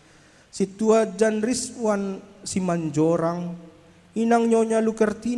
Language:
Batak Simalungun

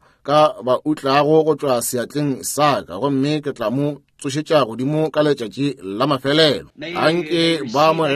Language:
Northern Sotho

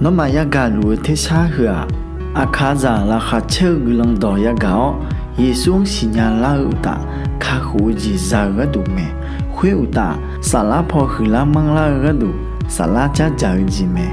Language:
Akha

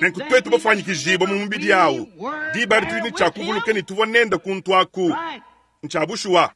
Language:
Luba-Lulua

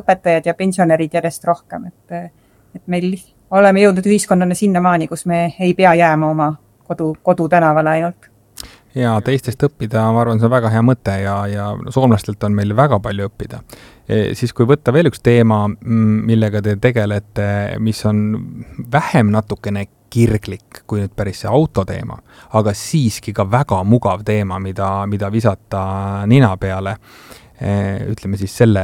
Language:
Estonian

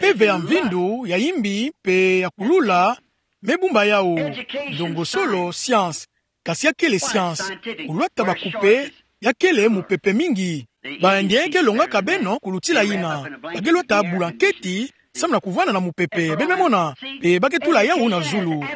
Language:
Kituba (Democratic Republic of Congo)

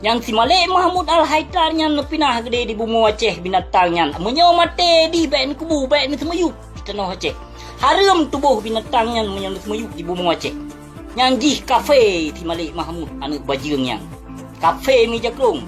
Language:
Achinese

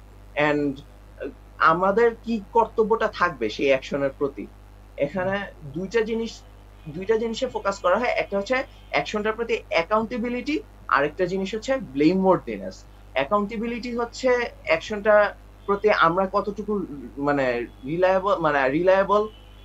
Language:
Bangla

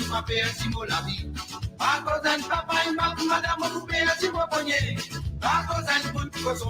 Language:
Morisyen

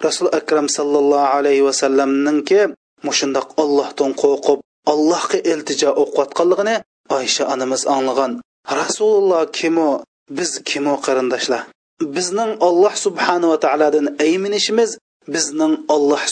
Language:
Uyghur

